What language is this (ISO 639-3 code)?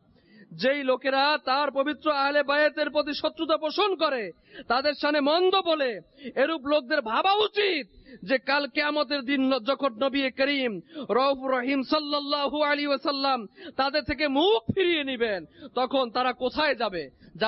ben